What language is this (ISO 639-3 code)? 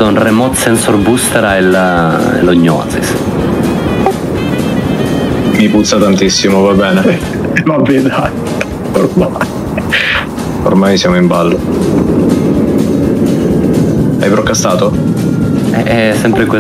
ita